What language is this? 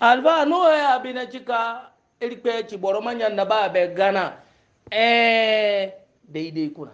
Hausa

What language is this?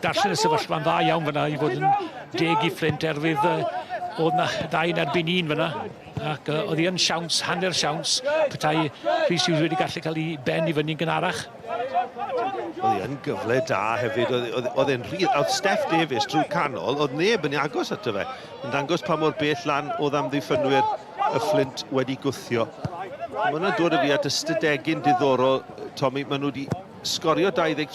Welsh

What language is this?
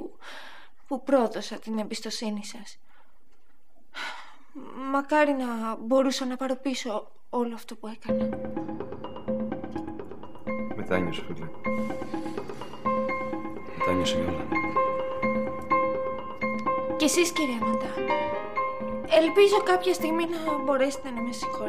Greek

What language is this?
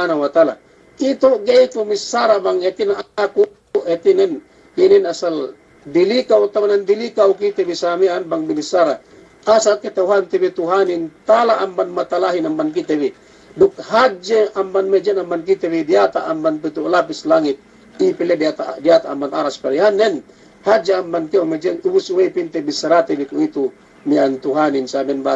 Yakan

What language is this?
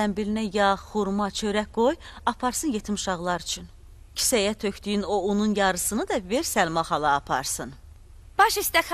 Azerbaijani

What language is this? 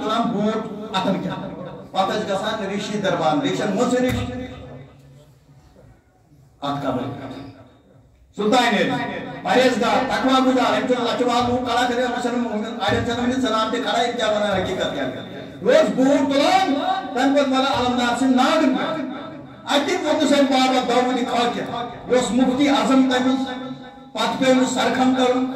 Kashmiri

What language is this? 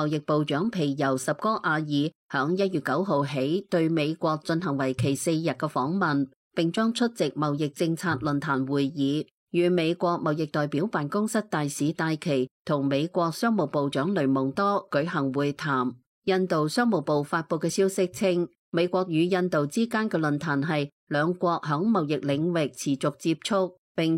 Cantonese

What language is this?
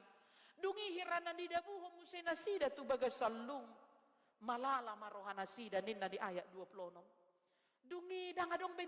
Batak Toba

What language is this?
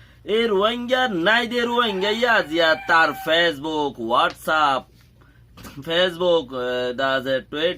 Rohingya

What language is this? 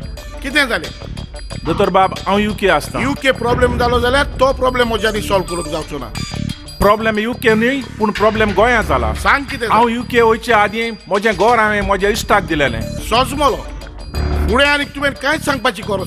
Konkani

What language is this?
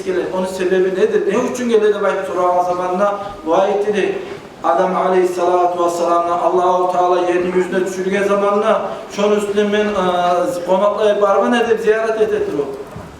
Kumyk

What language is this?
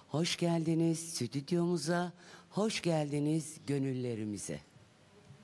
Turkish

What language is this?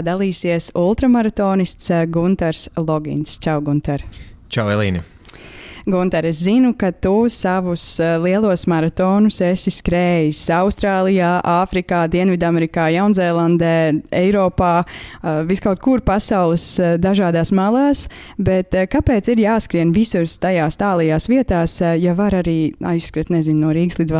Latvian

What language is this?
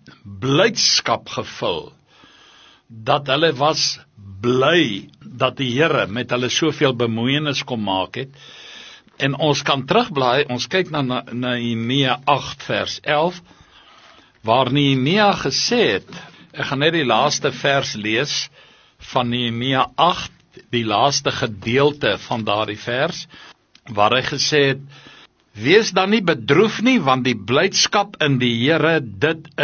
Afrikaans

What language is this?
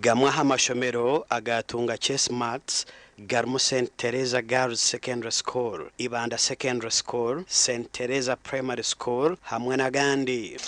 Nyankole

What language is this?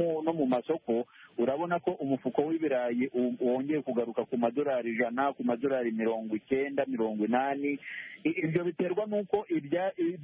Kinyarwanda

